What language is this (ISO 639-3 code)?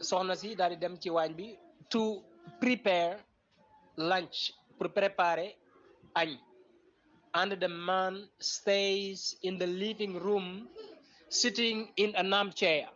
wol